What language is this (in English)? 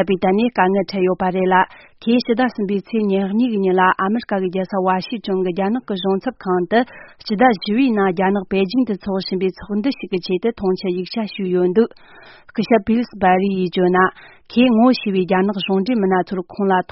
Tibetan